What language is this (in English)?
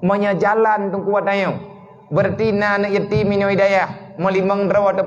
Achinese